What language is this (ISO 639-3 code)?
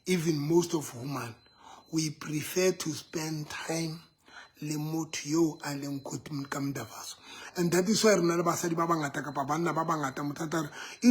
sot